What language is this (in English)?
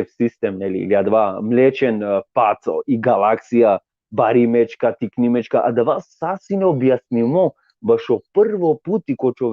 Balkan Romani